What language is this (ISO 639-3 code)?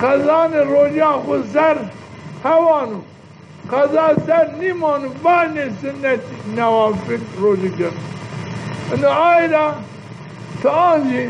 zza